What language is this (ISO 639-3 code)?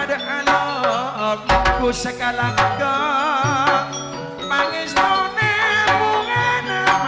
mad